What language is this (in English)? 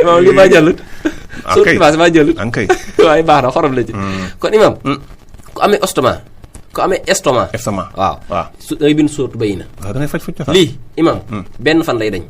Wolof